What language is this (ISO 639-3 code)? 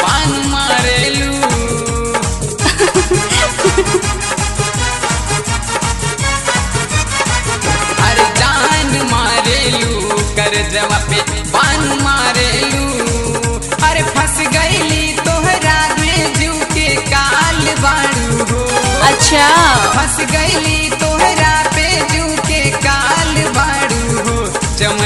bho